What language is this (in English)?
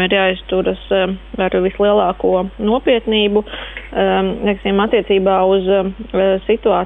Latvian